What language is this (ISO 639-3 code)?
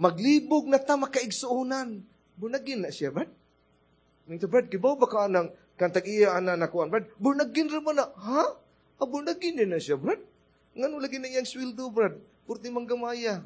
ceb